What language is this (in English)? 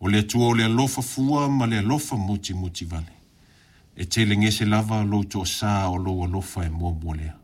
Samoan